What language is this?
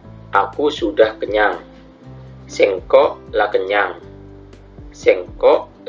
Madurese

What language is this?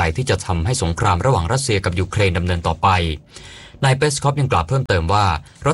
Thai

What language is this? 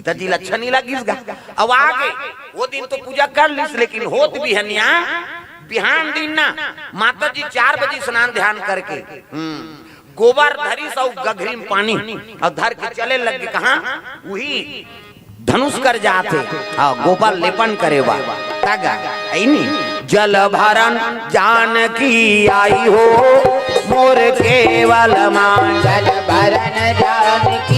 Chhattisgarhi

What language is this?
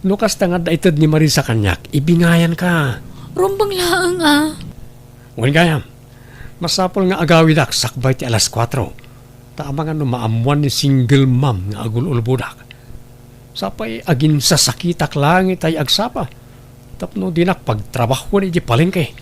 Iloko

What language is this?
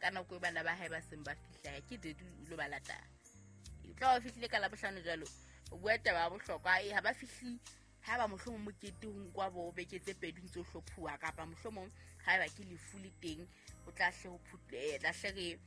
Southern Sotho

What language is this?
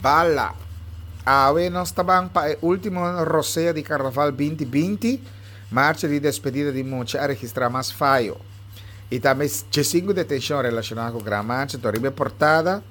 Papiamento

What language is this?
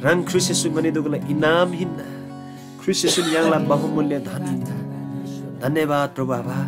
Eastern Tamang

